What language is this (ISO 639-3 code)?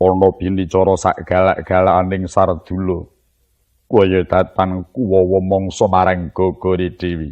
jav